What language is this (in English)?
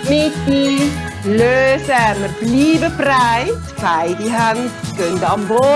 Swiss German